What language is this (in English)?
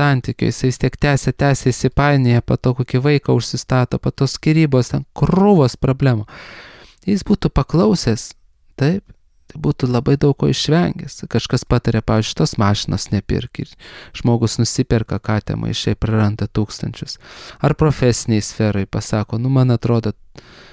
Lithuanian